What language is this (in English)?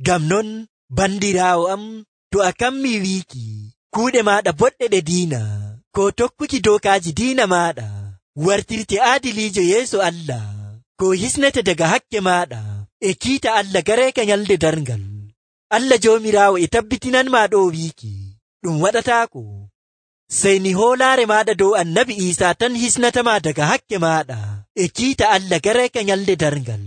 Nigerian Fulfulde